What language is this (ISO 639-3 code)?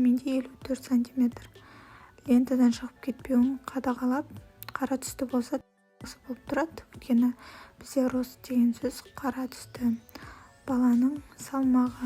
kaz